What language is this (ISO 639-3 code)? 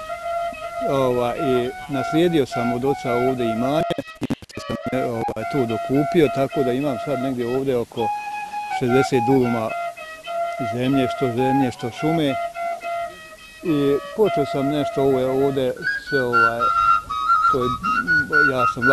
bos